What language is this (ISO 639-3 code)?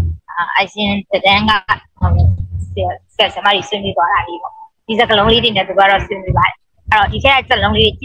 mya